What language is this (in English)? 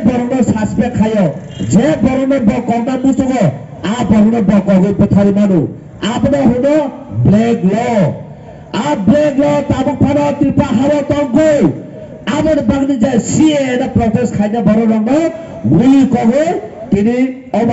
Kok Borok